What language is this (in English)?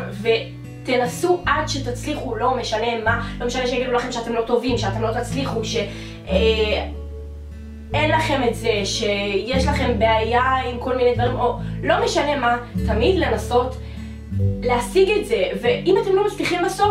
Hebrew